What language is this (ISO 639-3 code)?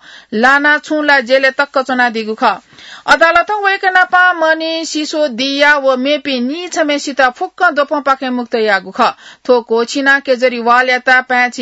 new